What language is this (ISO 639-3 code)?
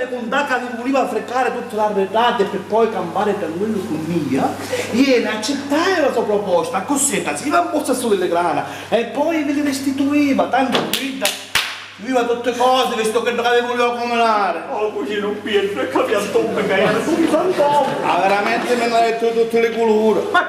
scn